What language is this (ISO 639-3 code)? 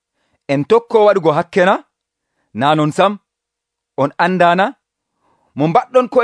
fuv